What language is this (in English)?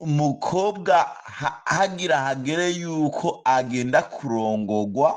Rundi